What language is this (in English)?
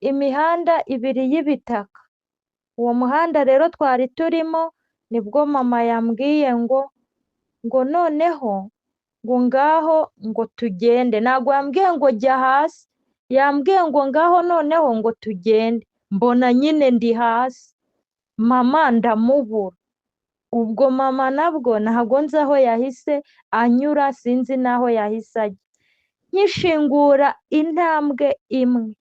Kinyarwanda